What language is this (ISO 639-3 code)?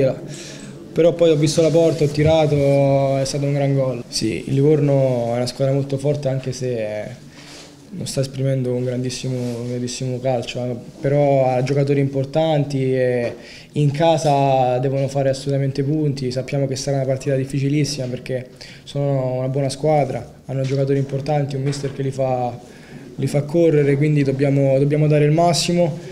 ita